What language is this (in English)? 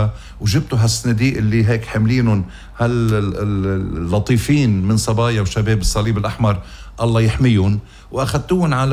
North Levantine Arabic